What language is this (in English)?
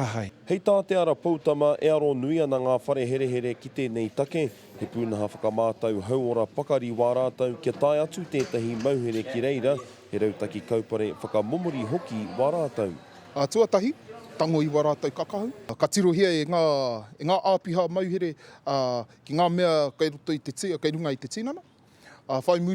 Māori